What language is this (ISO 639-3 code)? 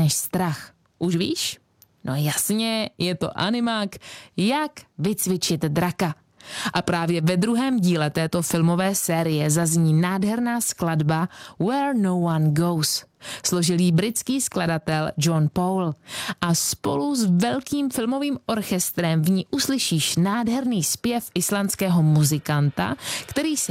ces